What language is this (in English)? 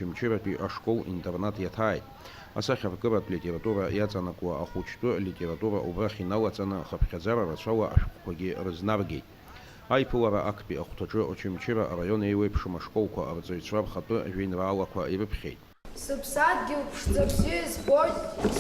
Abkhazian